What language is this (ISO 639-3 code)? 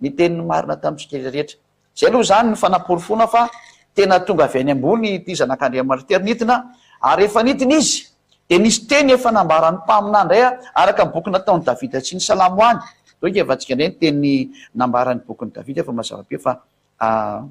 mlg